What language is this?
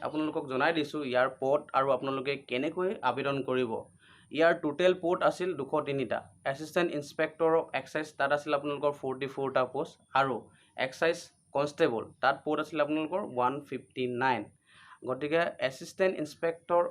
Assamese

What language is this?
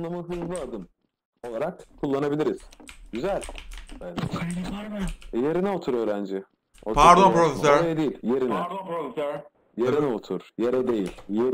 Turkish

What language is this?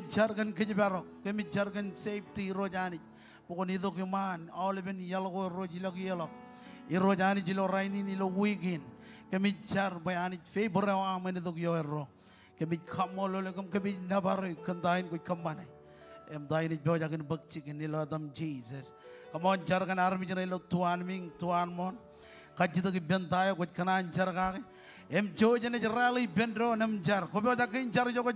Marshallese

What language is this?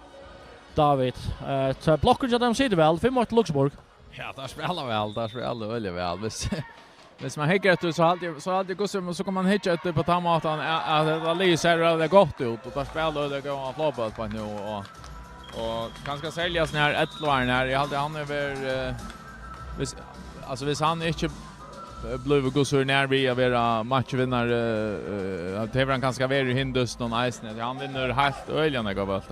Faroese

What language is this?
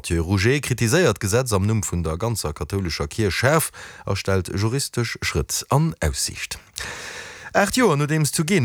Luxembourgish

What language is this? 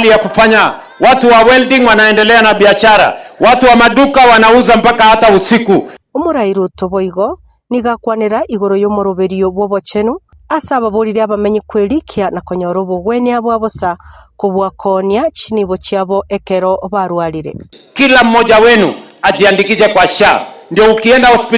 Gusii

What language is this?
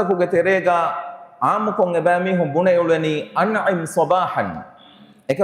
Divehi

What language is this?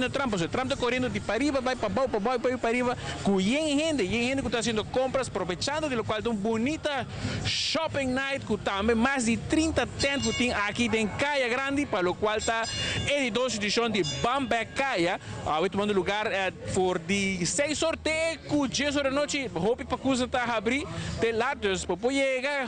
Papiamento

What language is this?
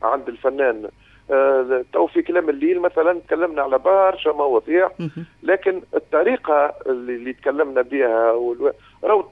Tunisian Arabic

